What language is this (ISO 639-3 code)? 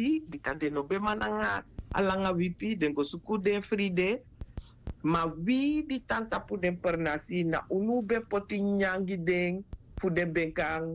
srn